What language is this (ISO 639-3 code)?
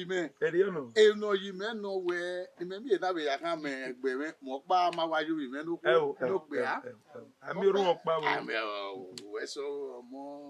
bin